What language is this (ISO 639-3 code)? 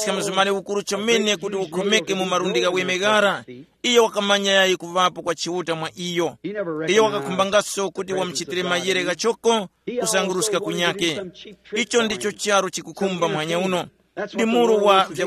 tum